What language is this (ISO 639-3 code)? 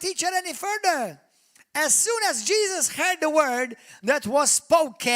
eng